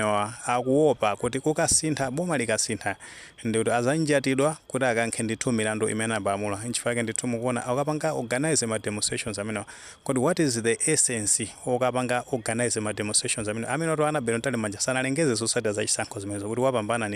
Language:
Nyanja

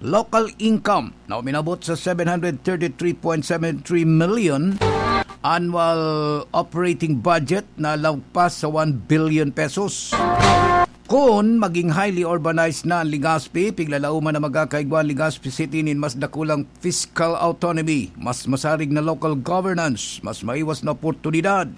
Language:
Bikol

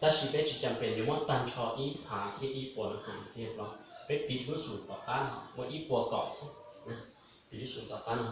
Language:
Hmong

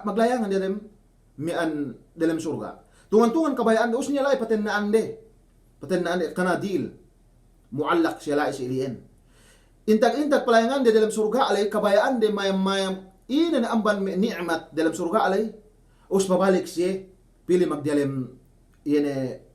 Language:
Yakan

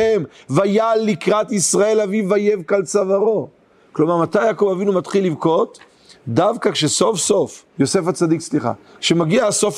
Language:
Hebrew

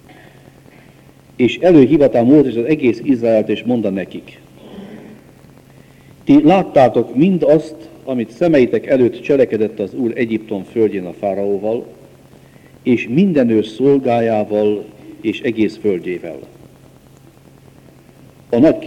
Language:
Hungarian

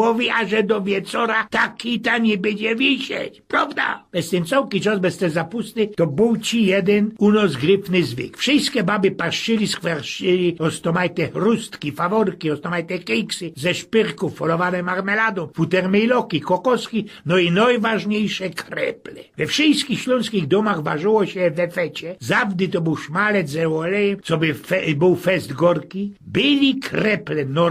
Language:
Silesian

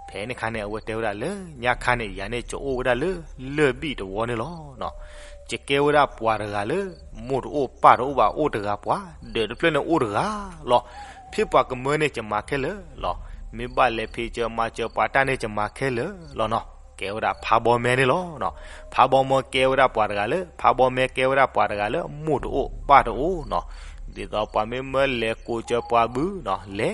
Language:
S'gaw Karen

